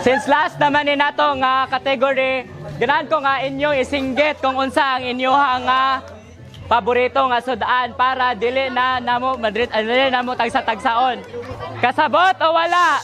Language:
Cebuano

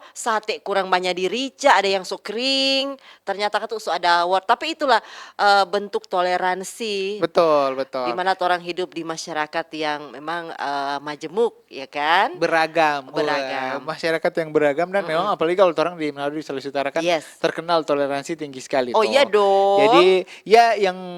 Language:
Manado Malay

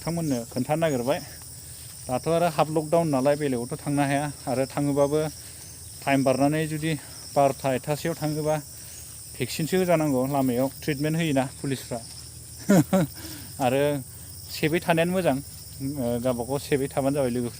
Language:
Bodo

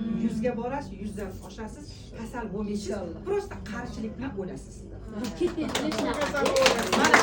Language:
Uzbek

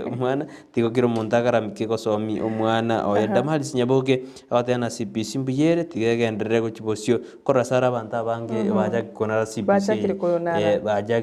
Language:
Gusii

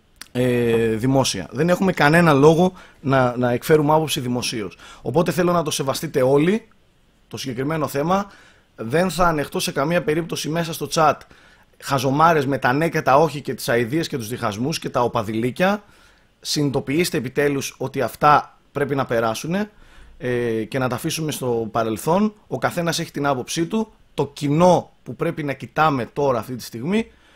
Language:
Greek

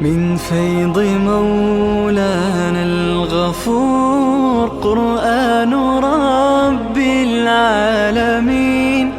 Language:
Persian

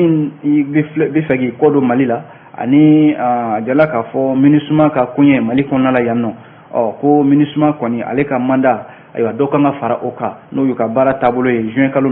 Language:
Bambara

